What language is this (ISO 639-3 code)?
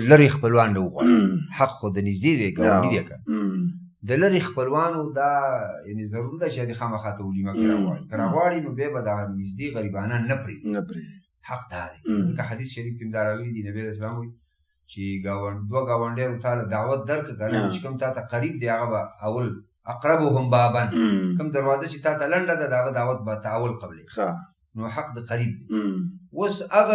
pus